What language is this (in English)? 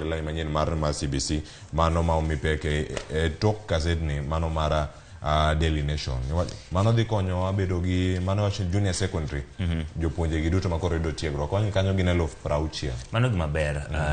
Luo (Kenya and Tanzania)